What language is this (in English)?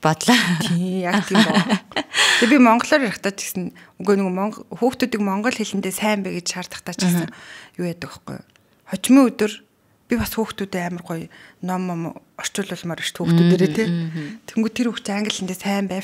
Mongolian